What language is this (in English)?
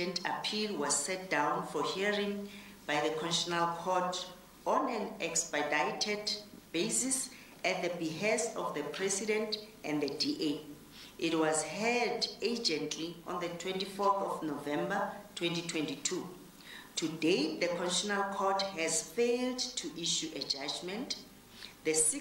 English